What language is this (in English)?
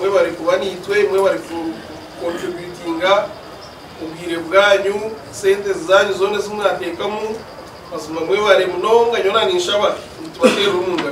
Nyankole